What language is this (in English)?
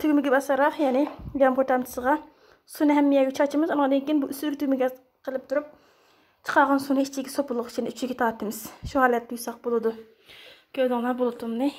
Uyghur